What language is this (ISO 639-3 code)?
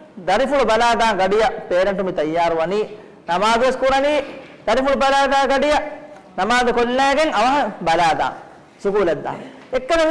div